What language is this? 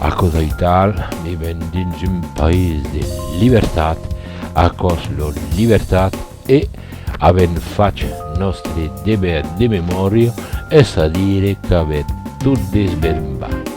Occitan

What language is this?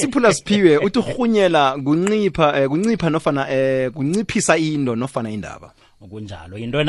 South Ndebele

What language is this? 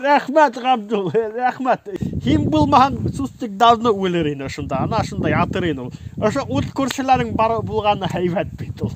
Bashkir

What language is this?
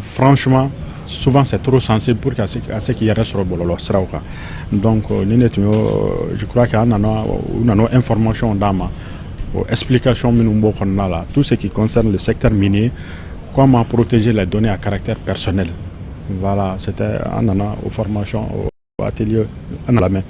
Bambara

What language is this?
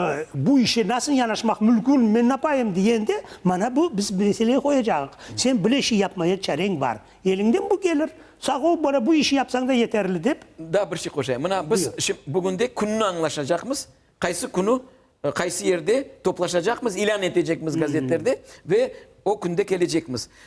Crimean Tatar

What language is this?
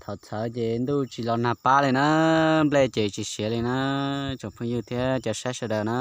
Hmong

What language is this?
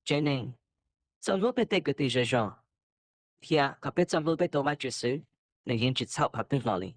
Hmong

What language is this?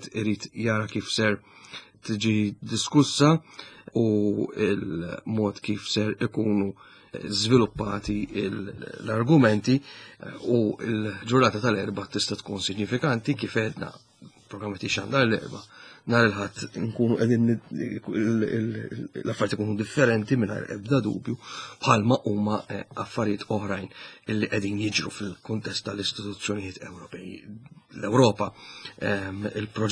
Maltese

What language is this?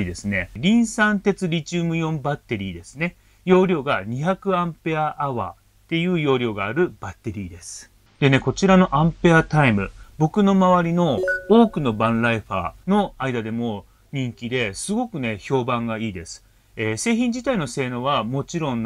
Japanese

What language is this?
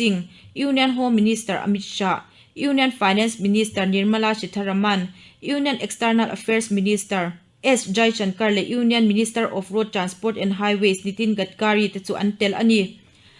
Mizo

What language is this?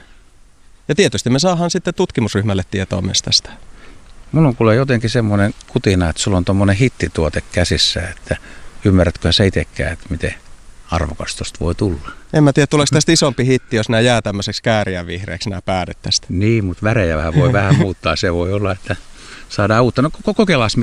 Finnish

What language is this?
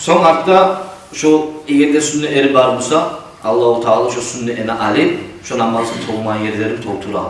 Kumyk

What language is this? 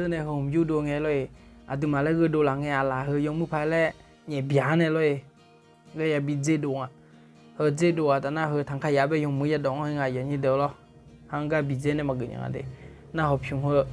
Akha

